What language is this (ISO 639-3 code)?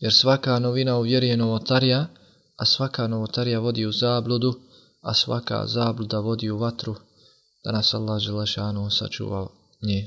bos